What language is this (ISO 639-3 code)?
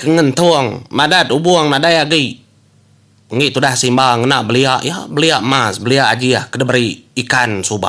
iba